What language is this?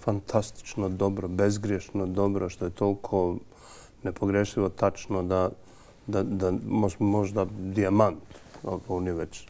Bosnian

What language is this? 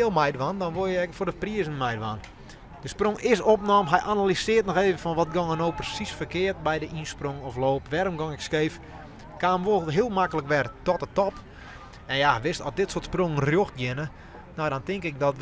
Western Frisian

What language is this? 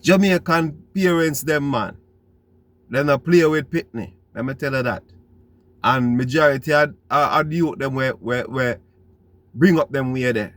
Jamaican Creole English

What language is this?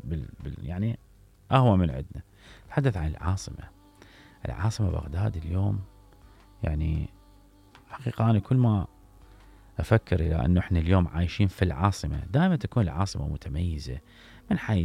Mesopotamian Arabic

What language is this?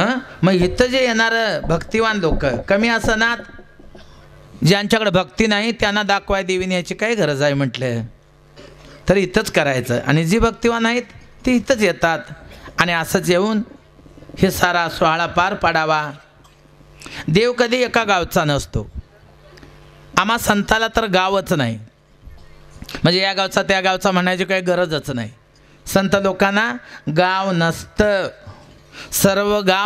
Marathi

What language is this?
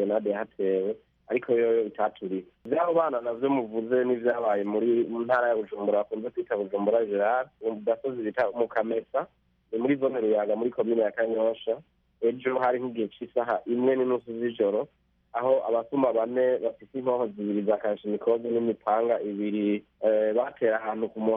Rundi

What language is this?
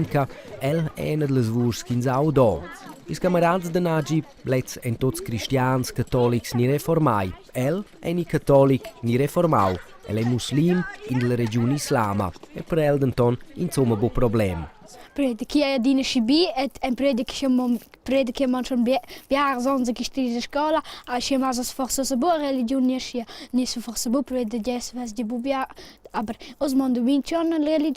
Romansh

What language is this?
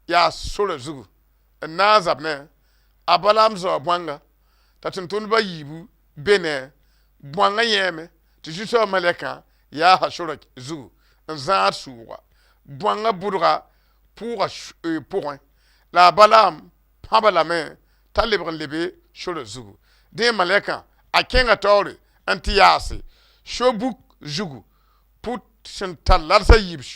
Mossi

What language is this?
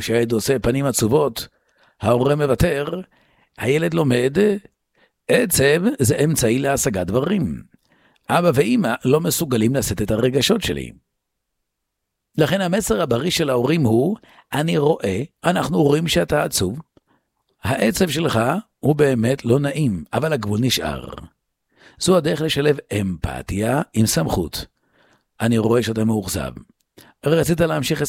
Hebrew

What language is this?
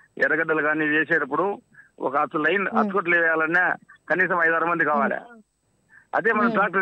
Telugu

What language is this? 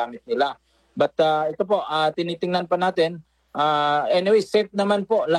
Filipino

